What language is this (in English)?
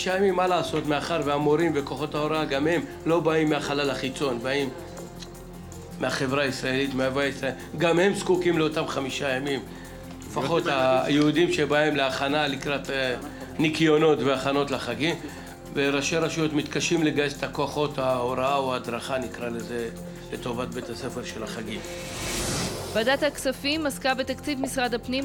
Hebrew